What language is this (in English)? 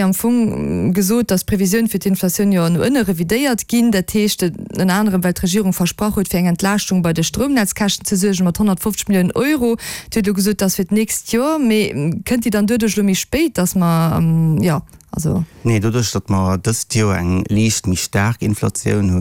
Luxembourgish